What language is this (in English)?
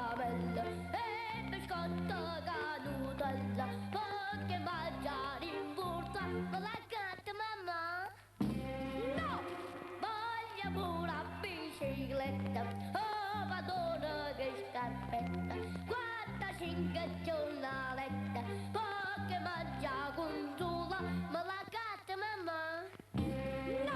Neapolitan